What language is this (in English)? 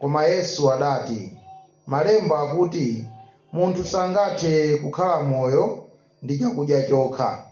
Nyanja